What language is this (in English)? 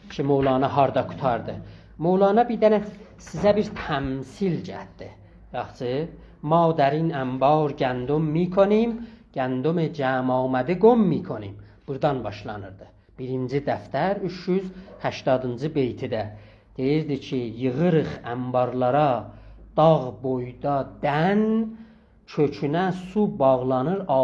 South Azerbaijani